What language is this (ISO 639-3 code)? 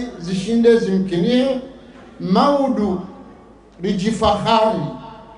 zdj